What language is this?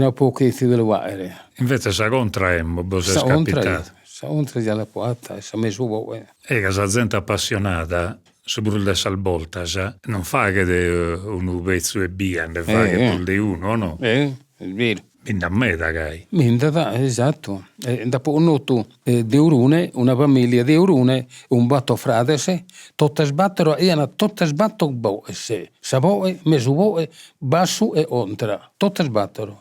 Sardinian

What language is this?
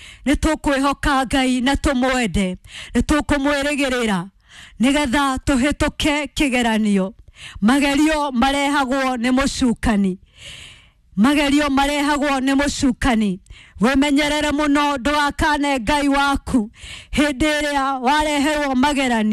Kikuyu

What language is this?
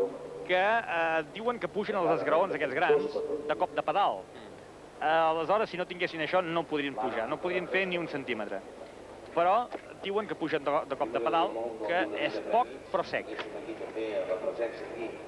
Catalan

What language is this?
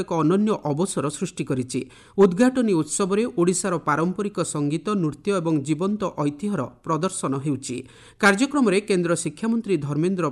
Odia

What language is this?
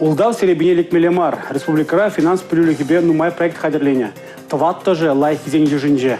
Chuvash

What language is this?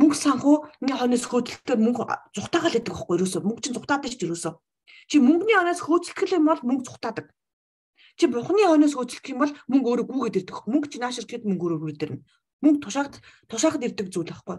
Mongolian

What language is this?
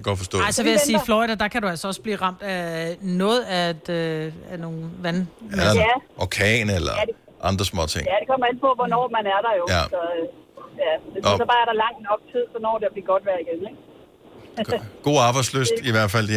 Danish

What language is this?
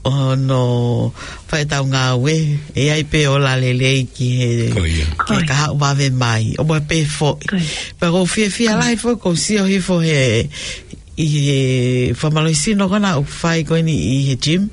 Tongan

